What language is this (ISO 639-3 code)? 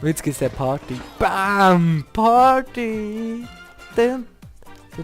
gsw